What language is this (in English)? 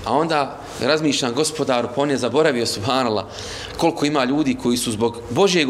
Bosnian